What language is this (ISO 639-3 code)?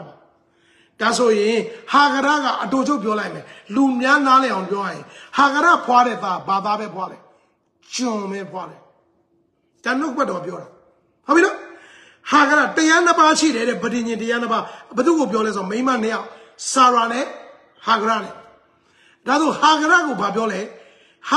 mya